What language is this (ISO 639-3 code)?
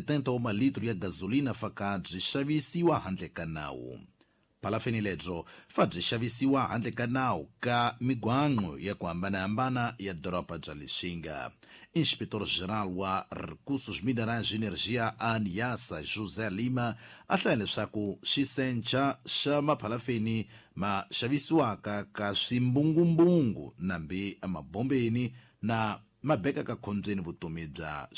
tso